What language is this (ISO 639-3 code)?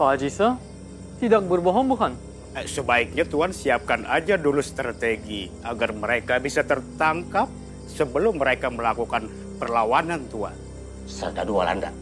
bjn